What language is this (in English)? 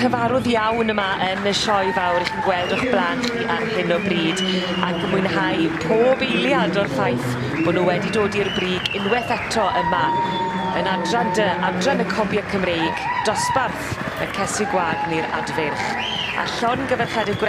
Welsh